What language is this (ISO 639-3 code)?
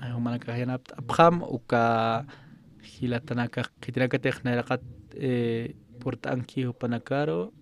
aym